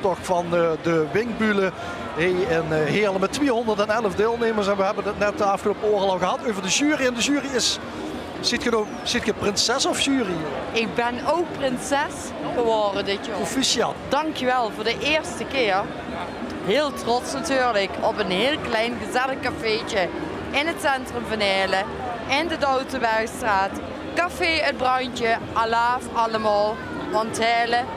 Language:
Limburgish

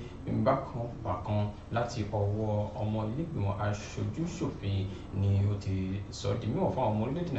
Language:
Yoruba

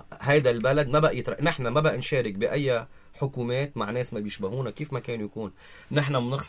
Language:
North Levantine Arabic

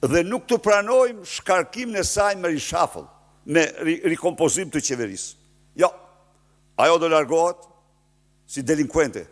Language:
Albanian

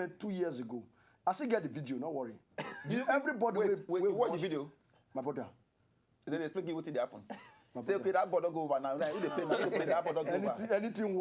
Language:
Nigerian Pidgin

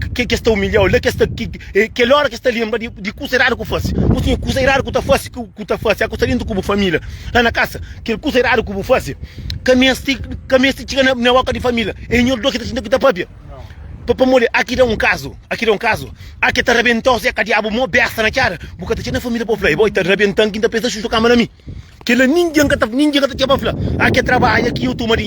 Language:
Kabuverdianu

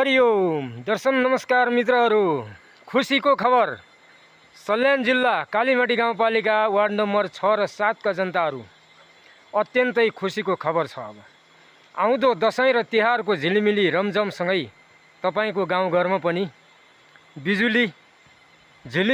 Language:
Nepali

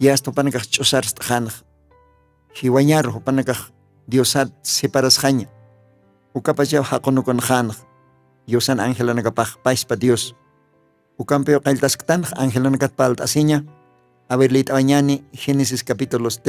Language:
Aymara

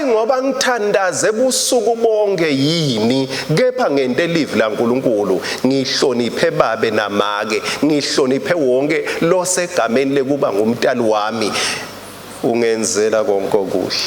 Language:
Swati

